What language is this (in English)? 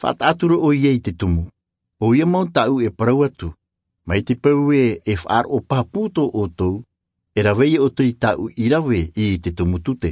Tahitian